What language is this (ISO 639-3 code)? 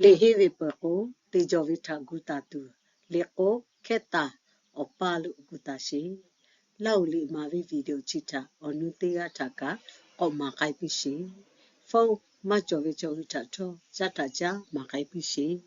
lhu